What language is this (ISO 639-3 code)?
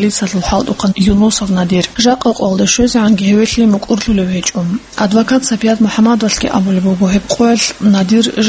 ava